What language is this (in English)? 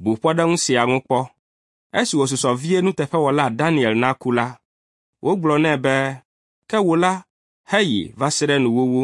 Ewe